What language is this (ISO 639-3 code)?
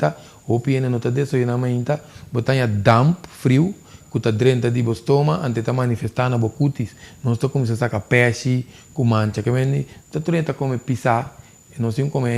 pap